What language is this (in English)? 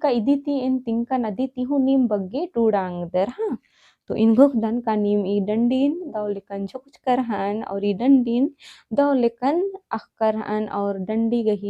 Kurukh